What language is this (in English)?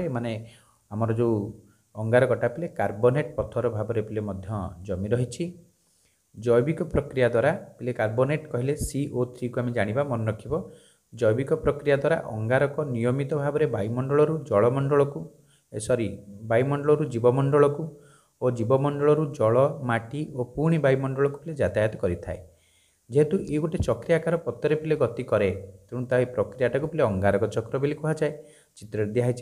Odia